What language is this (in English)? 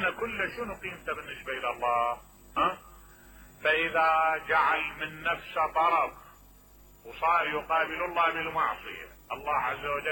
Mesopotamian Arabic